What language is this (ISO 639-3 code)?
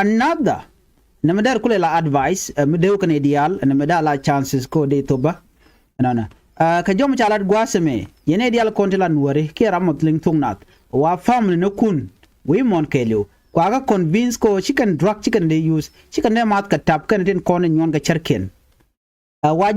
nus